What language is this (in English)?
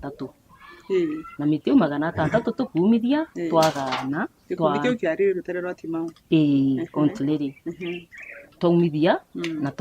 Meru